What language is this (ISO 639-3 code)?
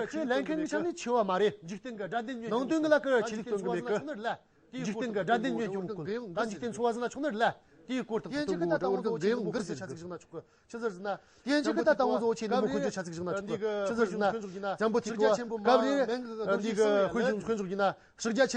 adx